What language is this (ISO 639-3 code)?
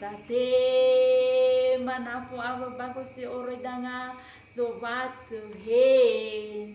nia